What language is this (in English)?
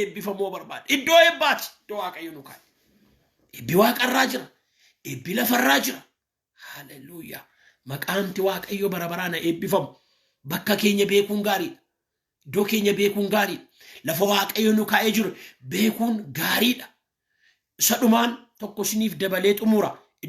Oromo